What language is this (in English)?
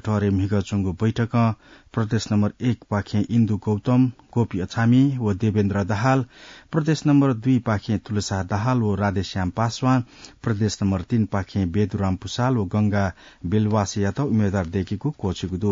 Newari